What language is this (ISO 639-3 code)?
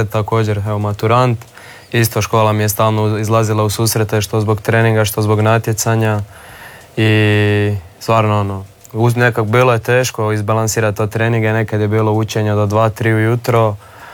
hrv